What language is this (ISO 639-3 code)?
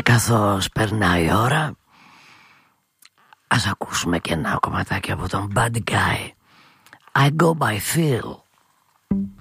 ell